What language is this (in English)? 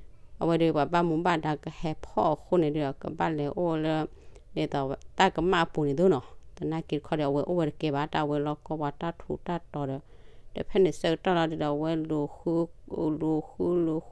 S'gaw Karen